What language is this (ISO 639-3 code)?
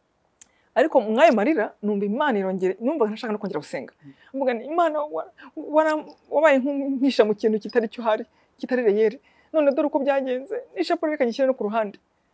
kin